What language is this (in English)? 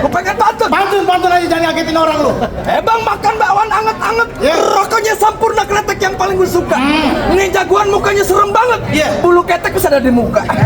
Betawi